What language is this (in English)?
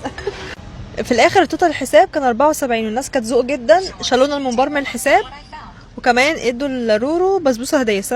Egyptian Arabic